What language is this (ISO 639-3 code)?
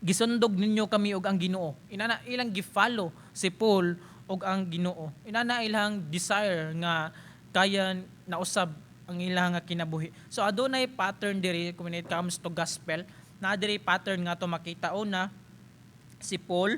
ceb